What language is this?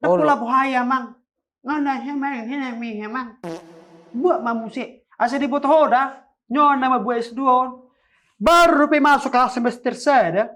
Batak Toba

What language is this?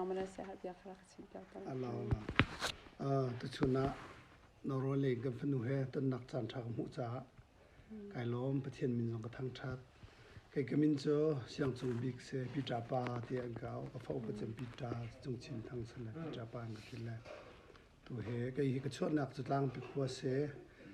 Hakha Chin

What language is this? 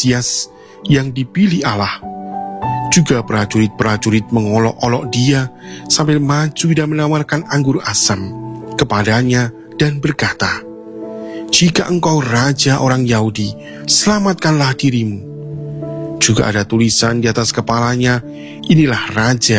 Indonesian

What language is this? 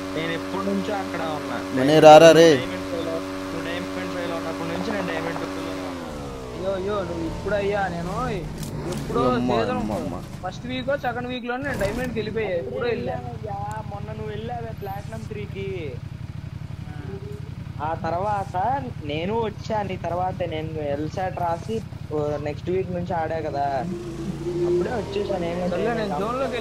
Telugu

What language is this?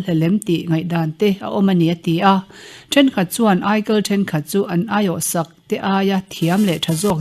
Mizo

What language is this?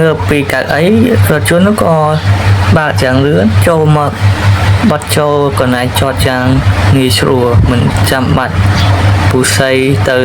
Khmer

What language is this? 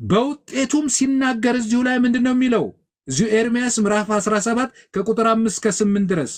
Amharic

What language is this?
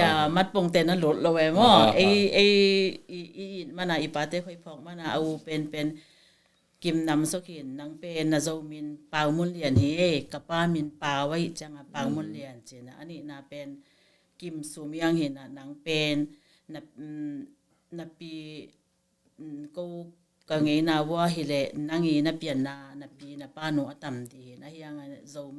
Tedim Chin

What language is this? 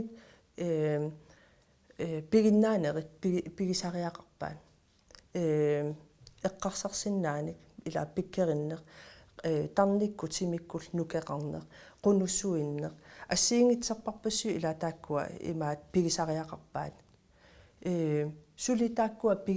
Kalaallisut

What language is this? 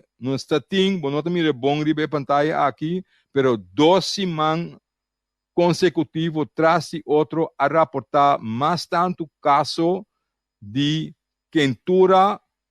Papiamento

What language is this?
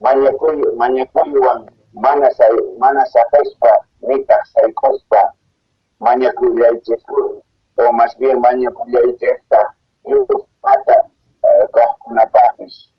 South Bolivian Quechua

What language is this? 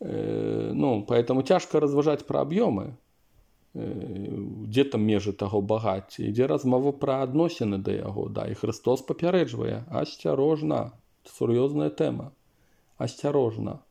Belarusian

